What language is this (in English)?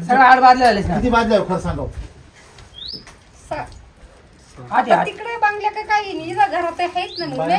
Marathi